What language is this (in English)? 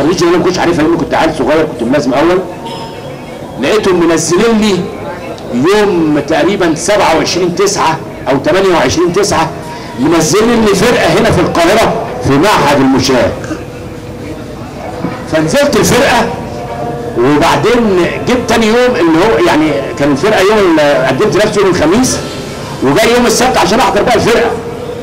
Egyptian Arabic